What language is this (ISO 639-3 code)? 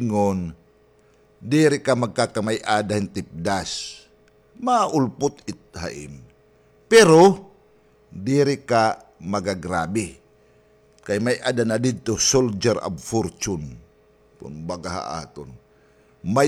war